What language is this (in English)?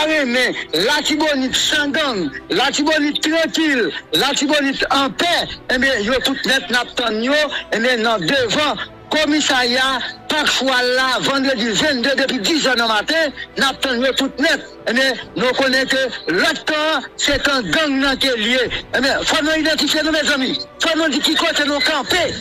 Haitian Creole